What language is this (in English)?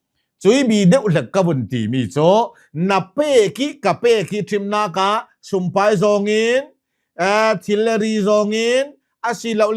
Hakha Chin